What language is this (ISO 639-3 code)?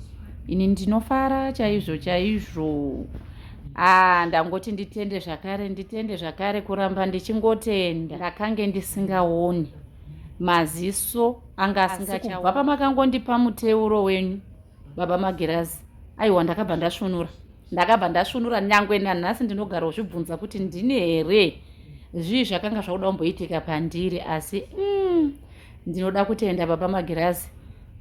sna